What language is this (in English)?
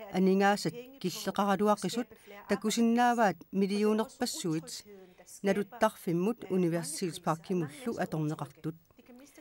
Kalaallisut